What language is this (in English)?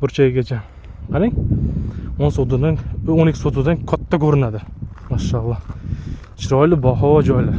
Uzbek